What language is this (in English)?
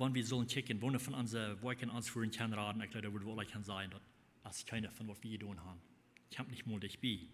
Plautdietsch